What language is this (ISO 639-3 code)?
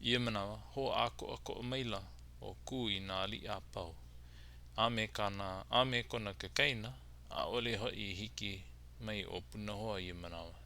haw